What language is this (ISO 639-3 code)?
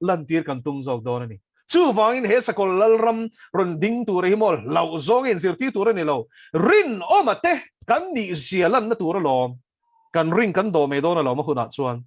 lus